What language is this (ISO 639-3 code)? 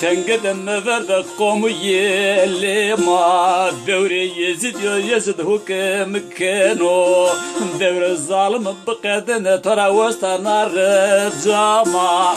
zza